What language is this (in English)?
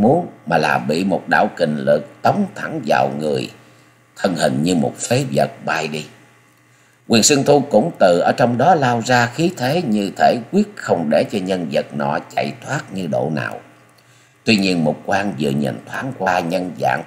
Vietnamese